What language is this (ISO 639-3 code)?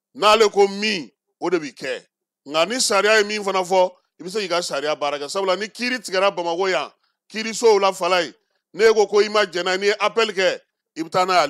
bam